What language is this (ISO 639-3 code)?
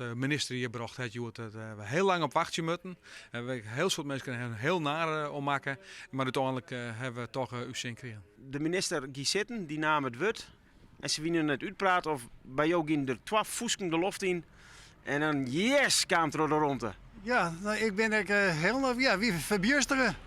fry